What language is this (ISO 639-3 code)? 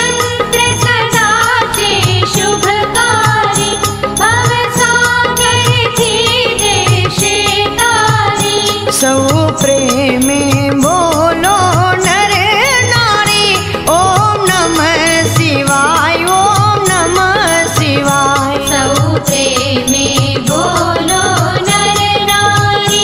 guj